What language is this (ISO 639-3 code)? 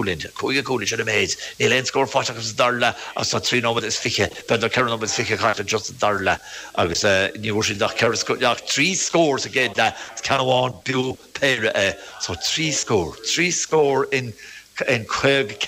gle